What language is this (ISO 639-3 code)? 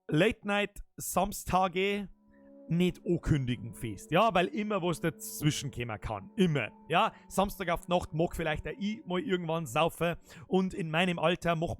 bar